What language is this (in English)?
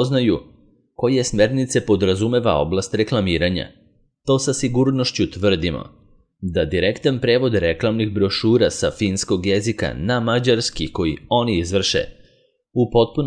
Serbian